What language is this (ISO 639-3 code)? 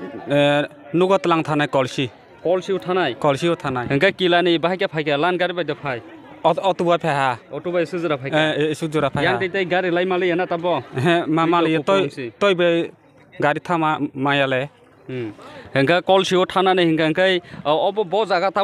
trp